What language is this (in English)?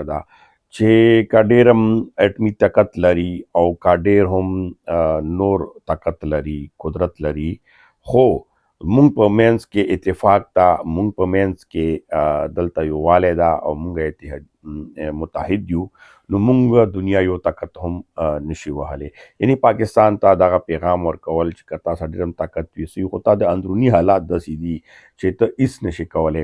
Pashto